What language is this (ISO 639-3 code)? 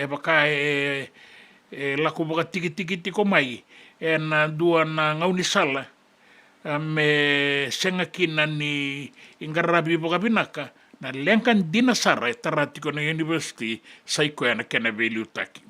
fij